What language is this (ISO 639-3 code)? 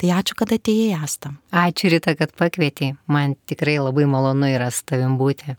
lit